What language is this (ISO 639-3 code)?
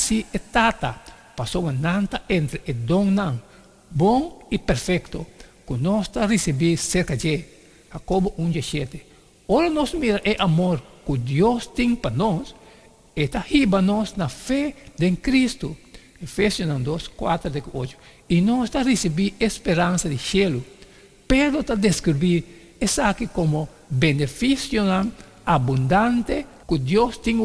pap